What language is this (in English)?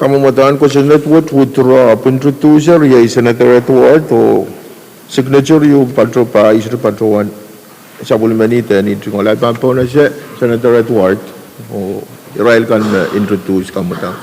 Pohnpeian